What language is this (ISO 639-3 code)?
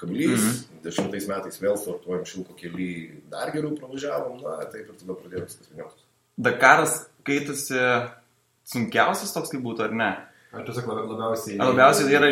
lit